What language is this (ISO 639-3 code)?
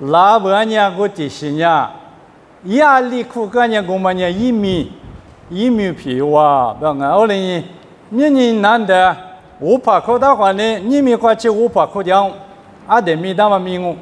lis